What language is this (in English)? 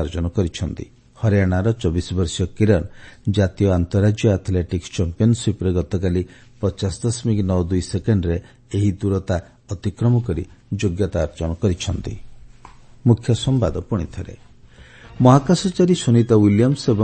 Odia